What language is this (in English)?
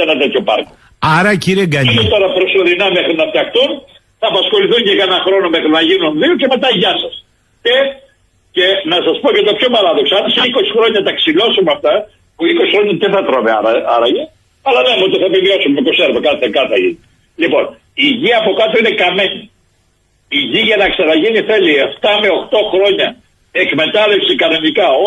Greek